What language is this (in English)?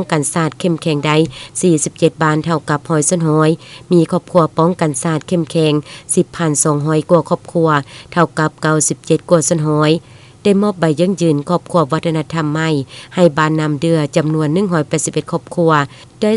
Lao